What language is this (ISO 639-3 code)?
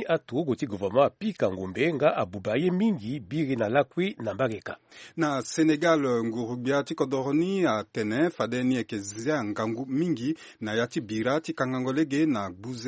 sag